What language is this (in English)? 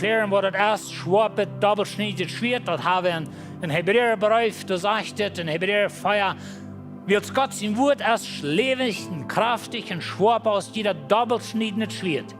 Plautdietsch